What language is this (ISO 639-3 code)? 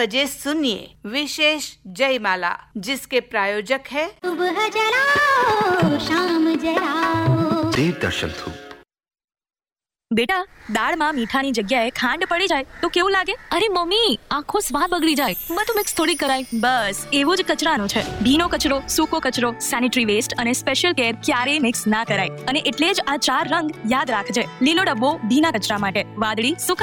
guj